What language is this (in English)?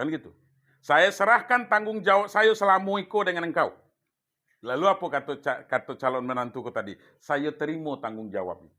Minangkabau